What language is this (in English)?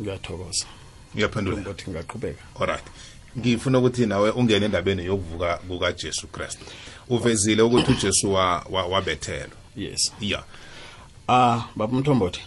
South Ndebele